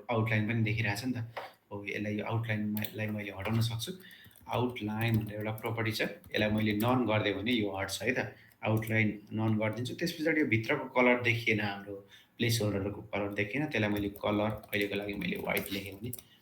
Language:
Nepali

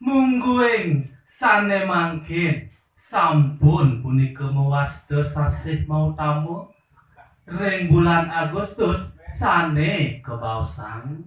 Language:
Balinese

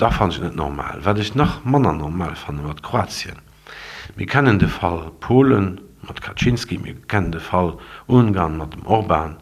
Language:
Luxembourgish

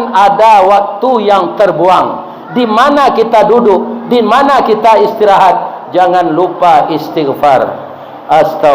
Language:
Minangkabau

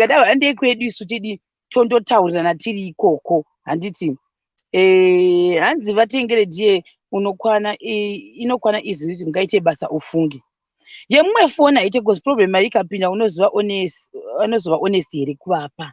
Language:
Shona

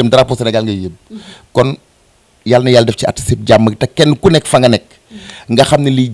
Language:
Wolof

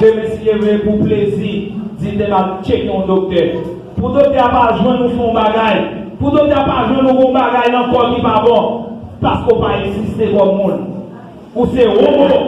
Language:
Haitian Creole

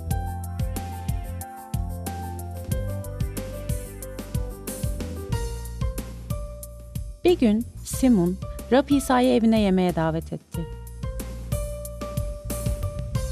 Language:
Turkish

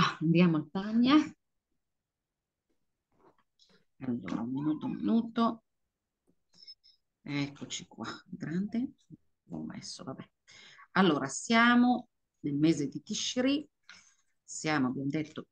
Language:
Italian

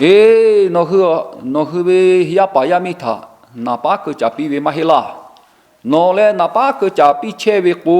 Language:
Lahu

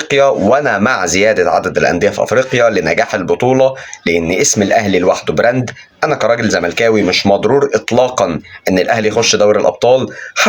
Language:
Egyptian Arabic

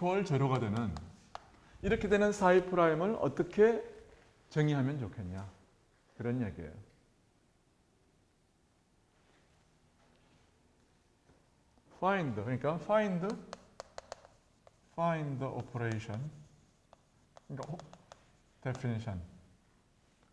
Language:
Korean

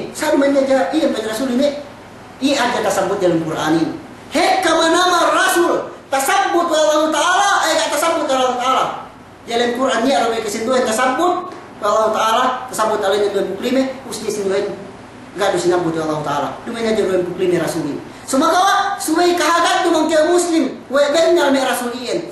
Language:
Yakan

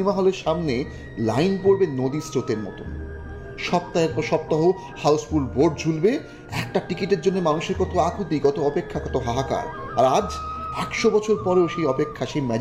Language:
Bangla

